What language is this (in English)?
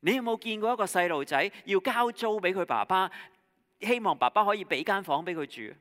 Cantonese